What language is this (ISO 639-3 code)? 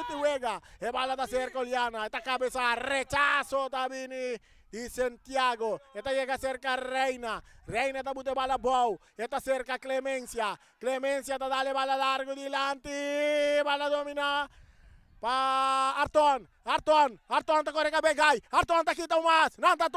pap